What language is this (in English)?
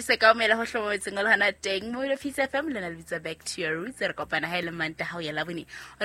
Southern Sotho